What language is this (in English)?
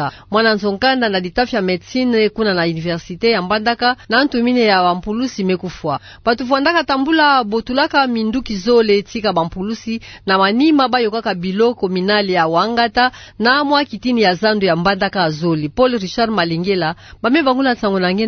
Kituba (Democratic Republic of Congo)